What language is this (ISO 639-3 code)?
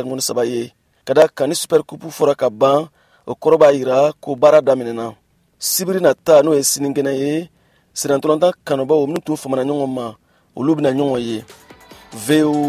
bam